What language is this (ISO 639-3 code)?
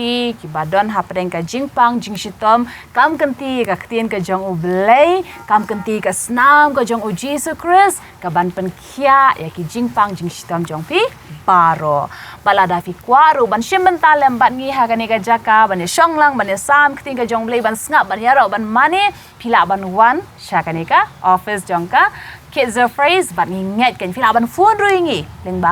kha